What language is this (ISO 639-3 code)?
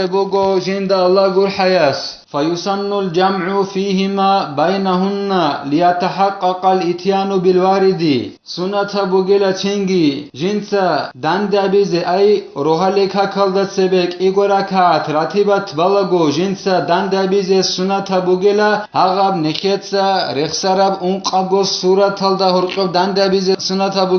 ava